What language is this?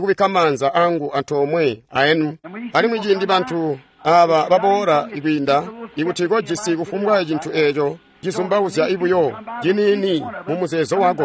Tonga (Zambia)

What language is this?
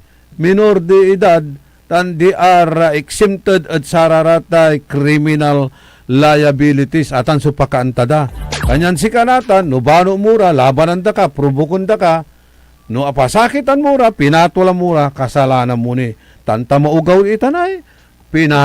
Pangasinan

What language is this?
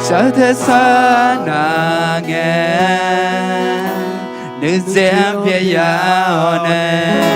Akha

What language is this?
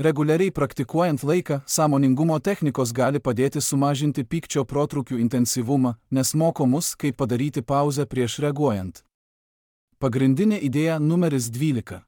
Lithuanian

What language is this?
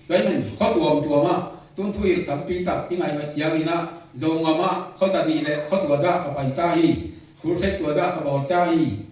Tedim Chin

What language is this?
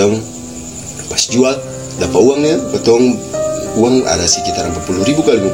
Ambonese Malay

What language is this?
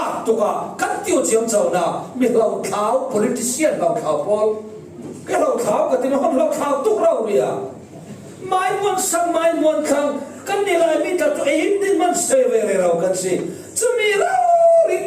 Falam Chin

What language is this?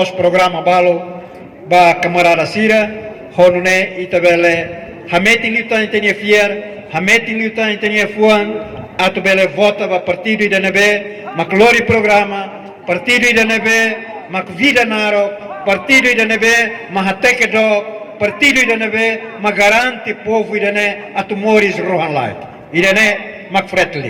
Tetum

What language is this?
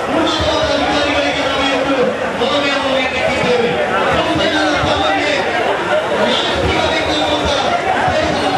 Kannada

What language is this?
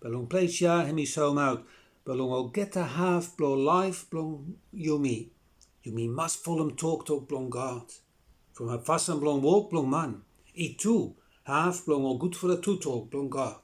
Bislama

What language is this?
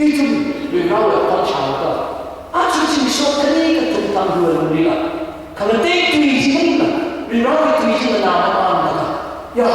Tangkhul Naga (India)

